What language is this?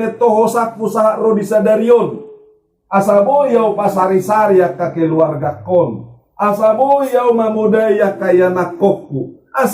Batak Toba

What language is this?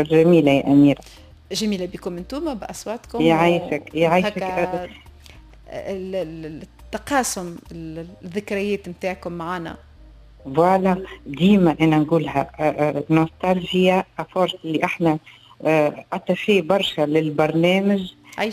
Tunisian Arabic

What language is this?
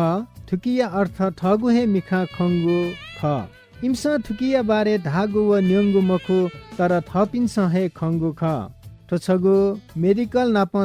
Newari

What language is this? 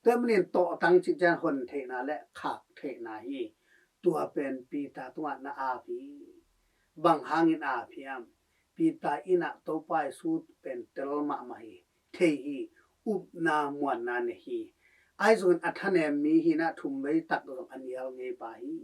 Tedim Chin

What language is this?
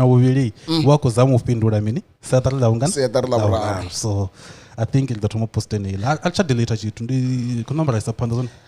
Venda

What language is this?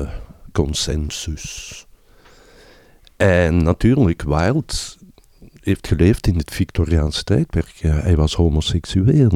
Dutch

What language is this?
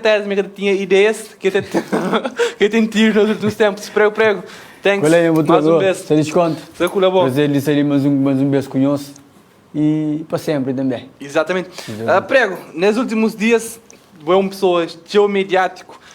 Kabuverdianu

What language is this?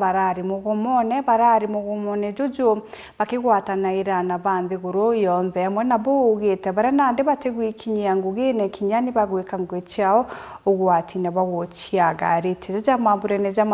Meru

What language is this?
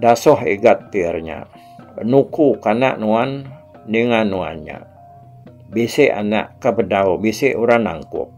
Iban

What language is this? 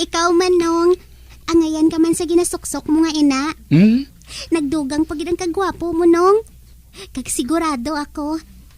Hiligaynon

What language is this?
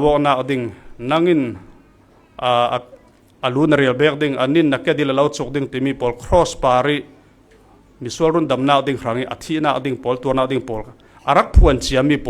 Falam Chin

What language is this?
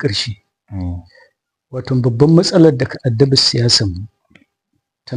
Hausa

